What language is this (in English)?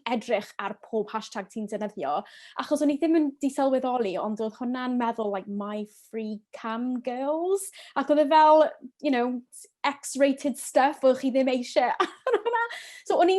Welsh